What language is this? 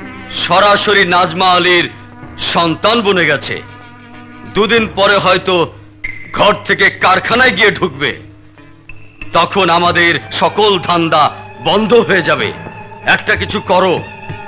Bangla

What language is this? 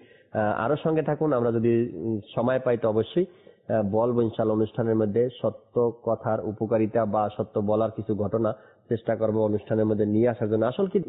Bangla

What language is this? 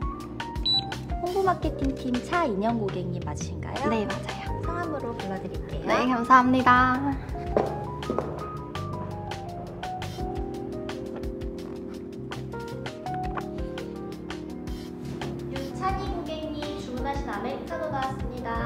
Korean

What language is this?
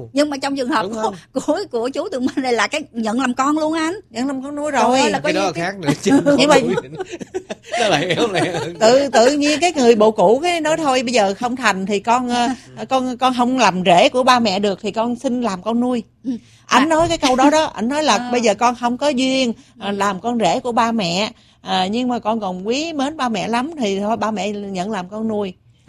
Vietnamese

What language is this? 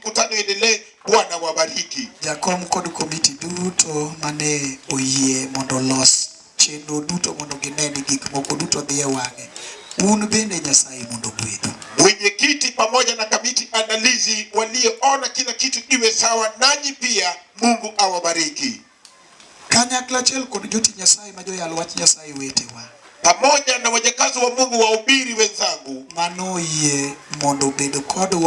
Luo (Kenya and Tanzania)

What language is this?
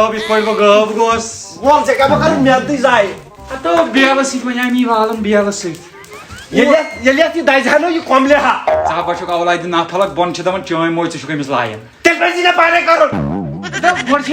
Kashmiri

